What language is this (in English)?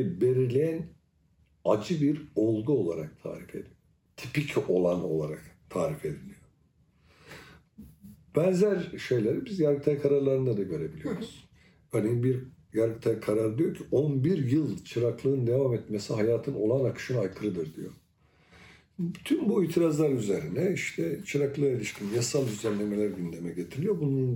Turkish